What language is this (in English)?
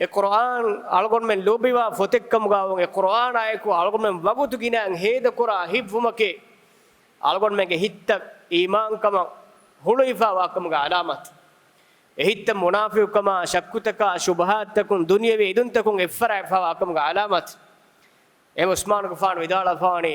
Divehi